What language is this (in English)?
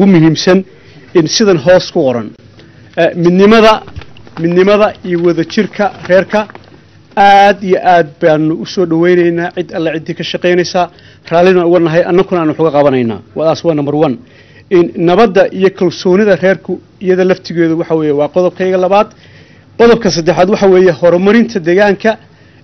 Somali